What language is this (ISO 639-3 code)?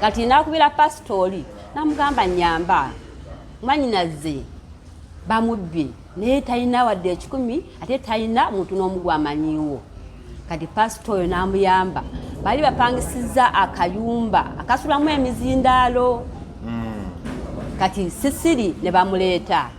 lug